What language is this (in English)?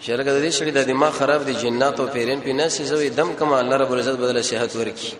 Pashto